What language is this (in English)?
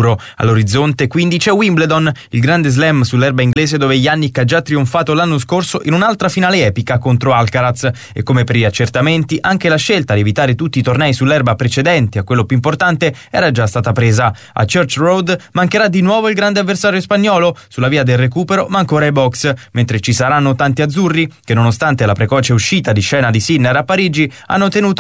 Italian